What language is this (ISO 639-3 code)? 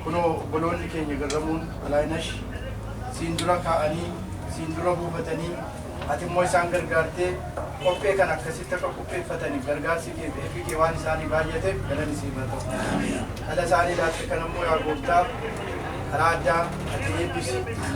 orm